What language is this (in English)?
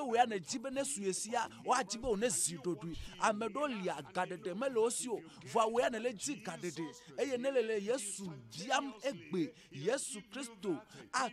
Ewe